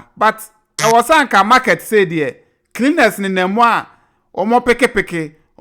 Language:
Akan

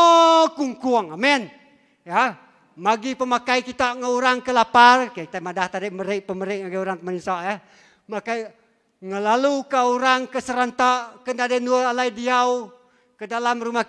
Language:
Iban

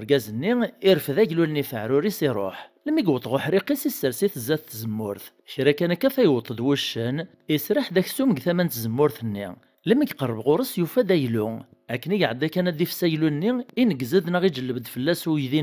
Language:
Kabyle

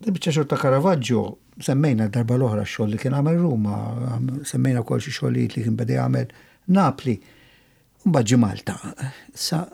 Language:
Maltese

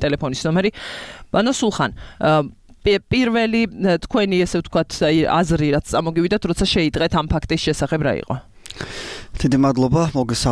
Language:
Georgian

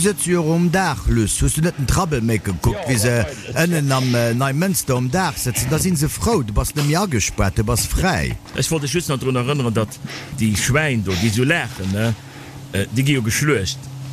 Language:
Luxembourgish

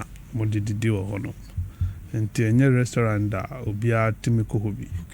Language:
Akan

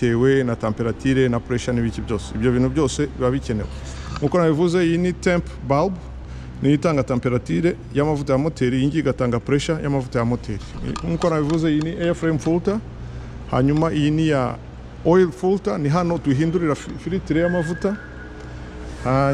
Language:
Kinyarwanda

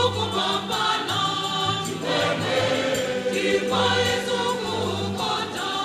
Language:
Nyanja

